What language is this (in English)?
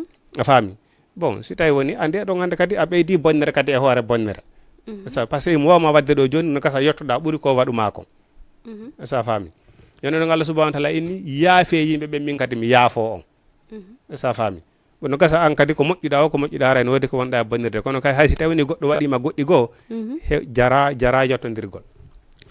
Fula